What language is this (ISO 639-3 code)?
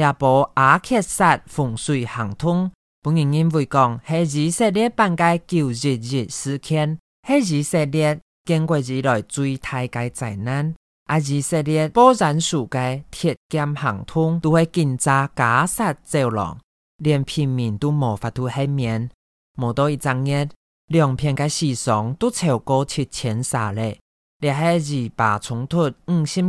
hak